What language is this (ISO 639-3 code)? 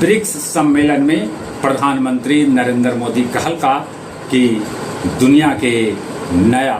mag